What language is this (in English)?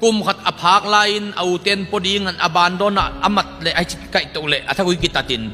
Tedim Chin